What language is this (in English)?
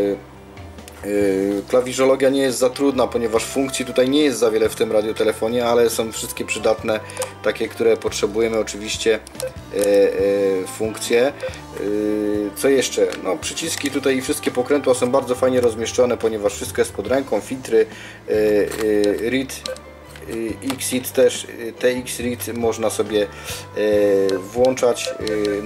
Polish